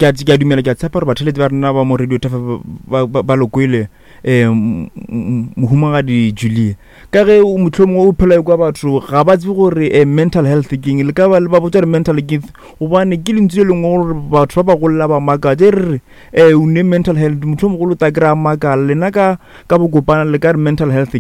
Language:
Northern Sotho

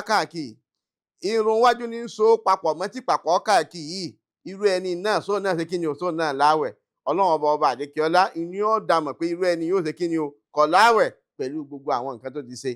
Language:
Yoruba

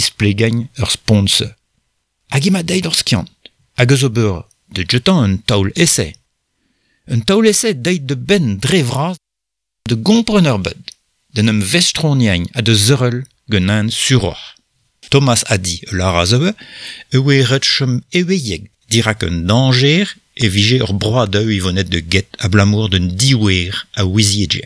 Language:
Breton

